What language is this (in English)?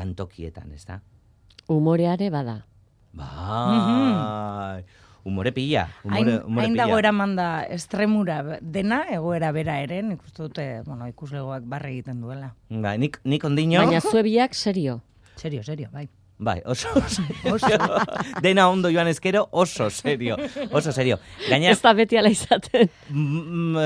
Basque